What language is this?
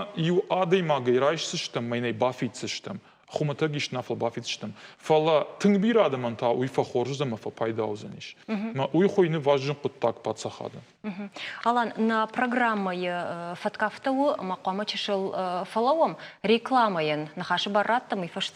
Ossetic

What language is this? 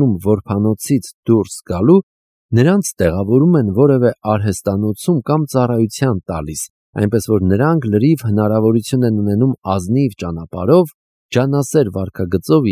Armenian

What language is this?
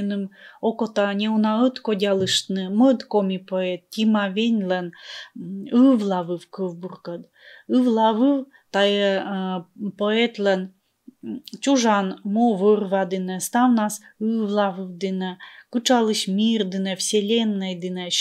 Komi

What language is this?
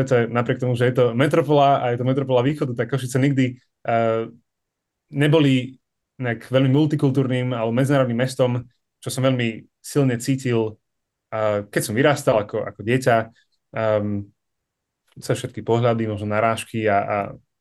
Slovak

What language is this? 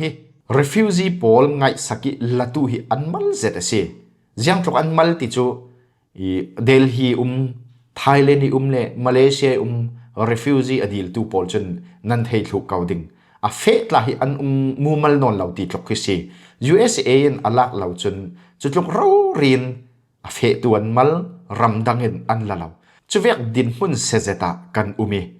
Falam Chin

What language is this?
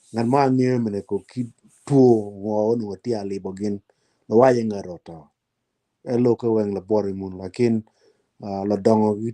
Acoli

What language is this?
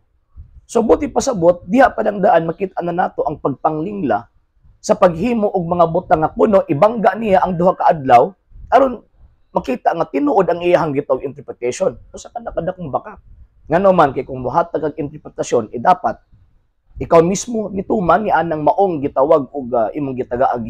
Cebuano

